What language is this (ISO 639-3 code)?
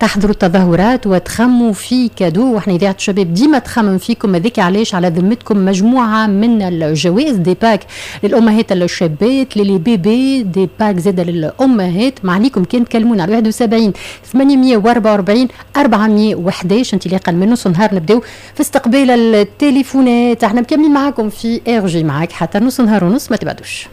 aeb